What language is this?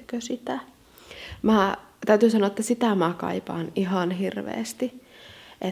Finnish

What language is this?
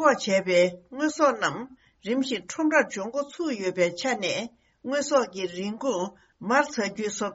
Tibetan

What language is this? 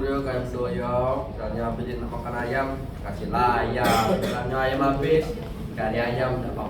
Musi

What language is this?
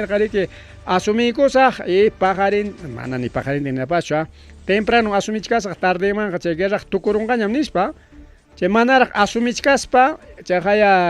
Ayacucho Quechua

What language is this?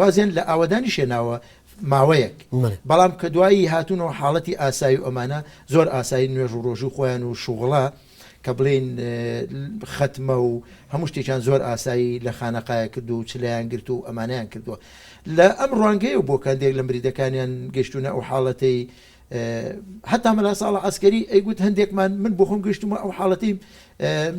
Central Kurdish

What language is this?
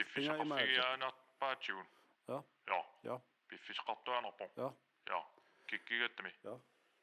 Kalaallisut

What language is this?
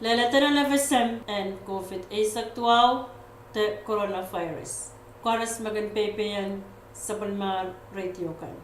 Pohnpeian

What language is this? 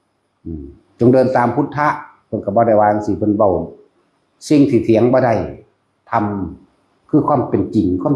Northeastern Thai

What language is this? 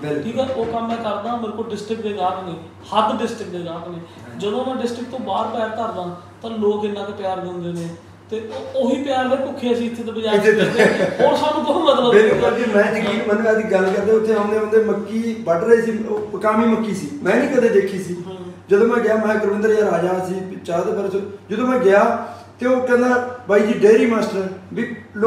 Punjabi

